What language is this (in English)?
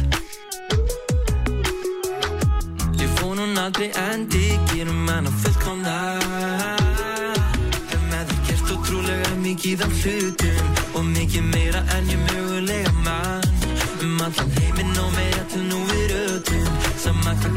Icelandic